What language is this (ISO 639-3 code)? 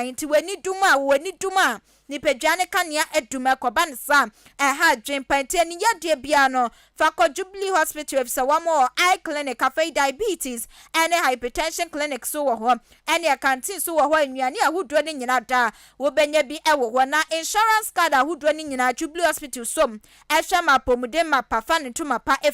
aka